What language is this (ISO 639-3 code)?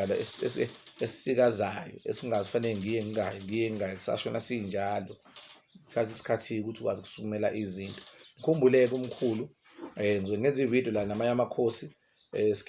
zul